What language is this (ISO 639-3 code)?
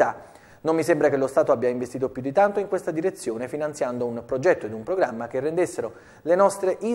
ita